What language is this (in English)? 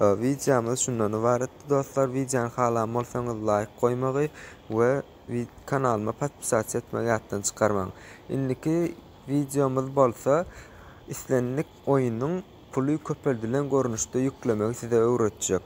Turkmen